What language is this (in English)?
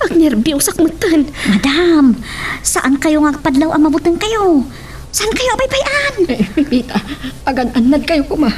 Iloko